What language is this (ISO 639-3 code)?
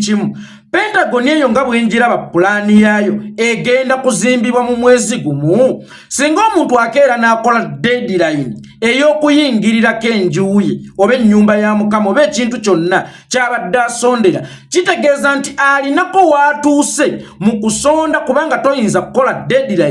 lug